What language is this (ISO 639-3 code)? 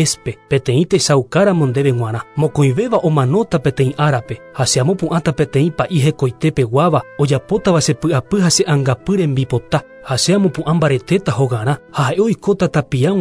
grn